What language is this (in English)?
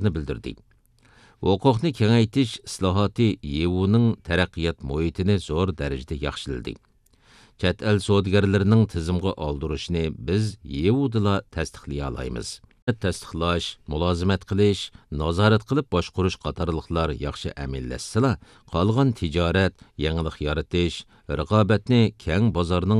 Uyghur